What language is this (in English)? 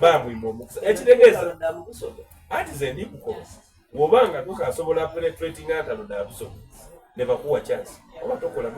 Soga